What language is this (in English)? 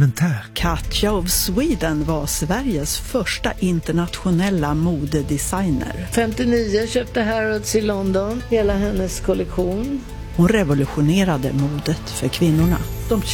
Swedish